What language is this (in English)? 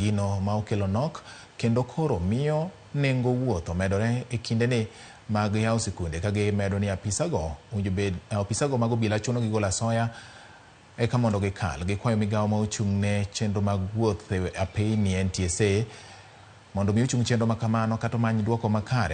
Luo (Kenya and Tanzania)